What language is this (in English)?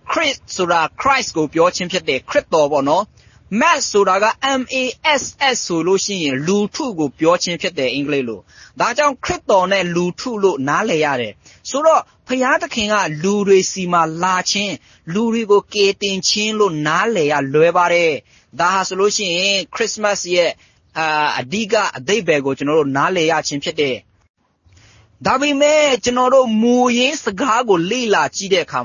Burmese